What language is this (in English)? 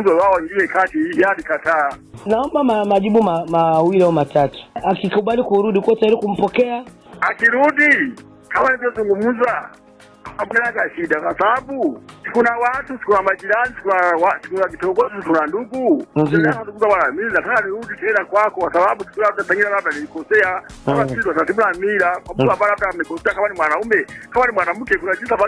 Swahili